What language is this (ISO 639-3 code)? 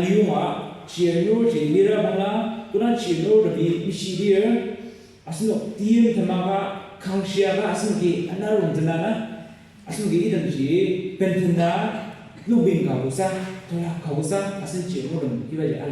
njo